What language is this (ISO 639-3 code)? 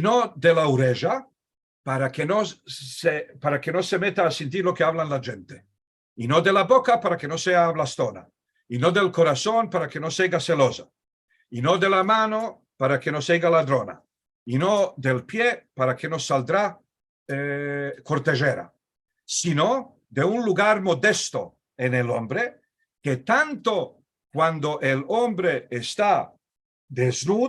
lad